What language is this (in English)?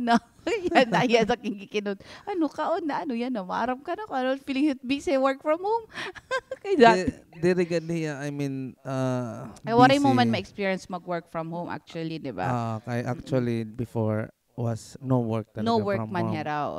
Waray